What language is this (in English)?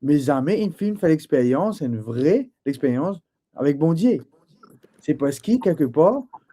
Morisyen